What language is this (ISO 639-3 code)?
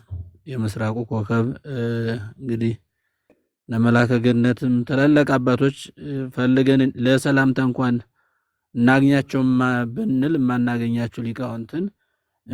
amh